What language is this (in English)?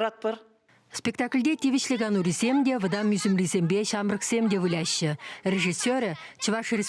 Chuvash